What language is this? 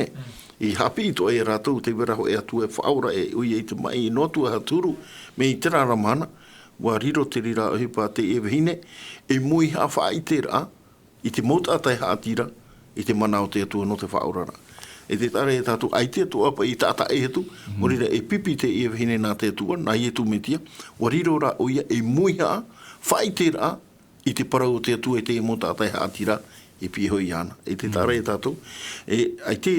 Tahitian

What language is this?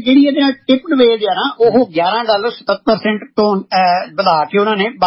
Punjabi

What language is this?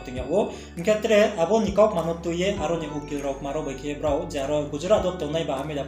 Riang (India)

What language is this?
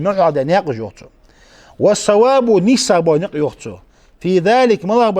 Ingush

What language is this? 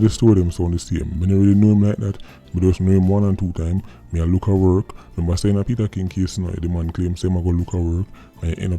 Jamaican Creole English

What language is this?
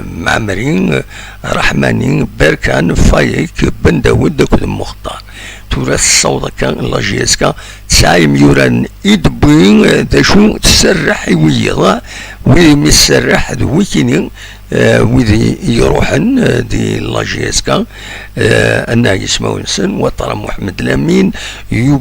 Kabyle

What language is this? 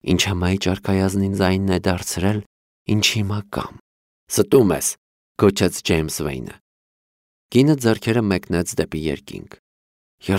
Armenian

